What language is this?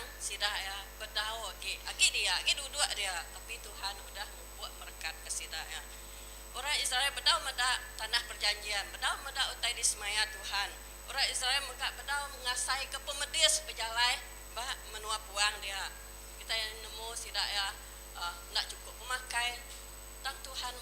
Iban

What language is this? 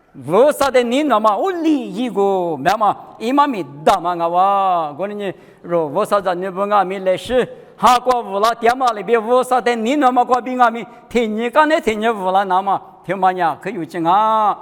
Lisu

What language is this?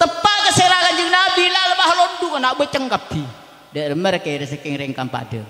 Madurese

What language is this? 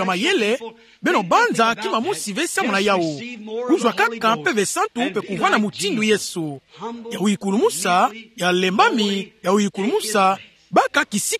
Kituba (Democratic Republic of Congo)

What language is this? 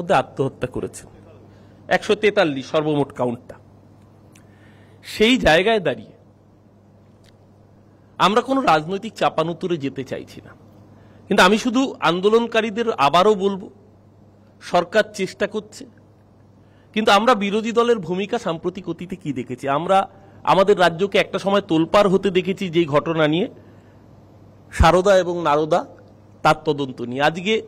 Bangla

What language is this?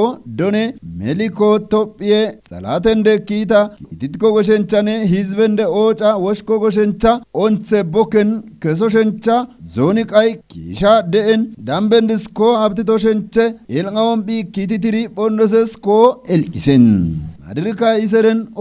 Kafa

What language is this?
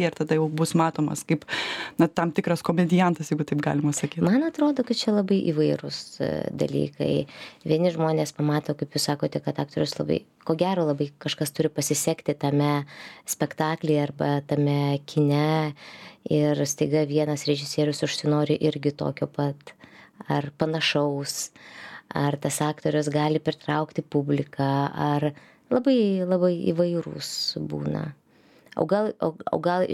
Lithuanian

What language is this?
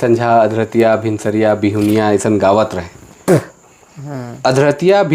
Sadri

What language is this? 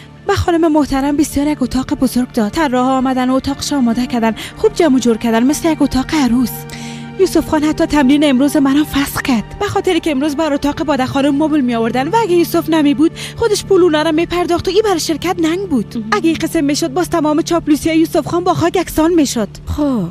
Persian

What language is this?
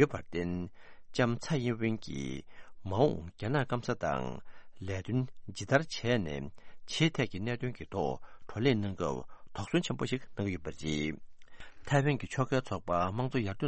Tibetan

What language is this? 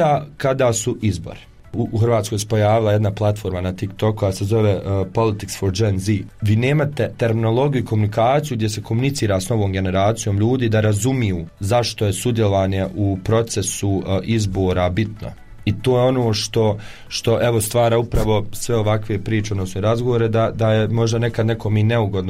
Croatian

